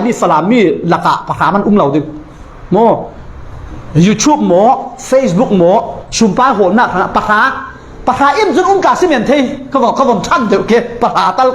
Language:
Falam Chin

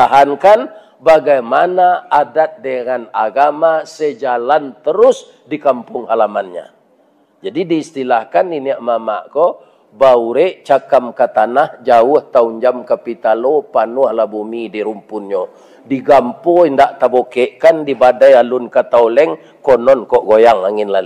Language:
Minangkabau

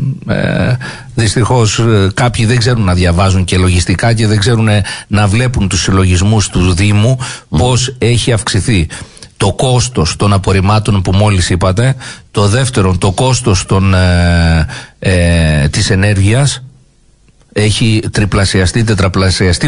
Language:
Greek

